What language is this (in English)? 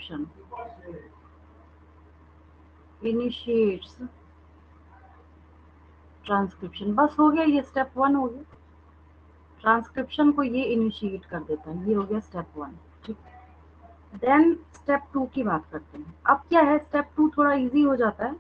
Hindi